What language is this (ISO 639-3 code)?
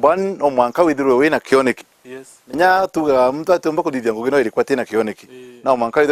mer